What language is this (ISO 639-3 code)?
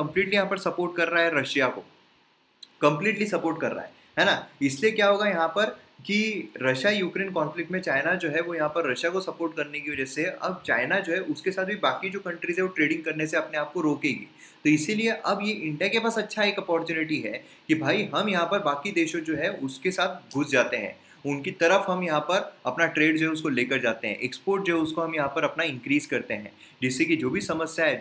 hin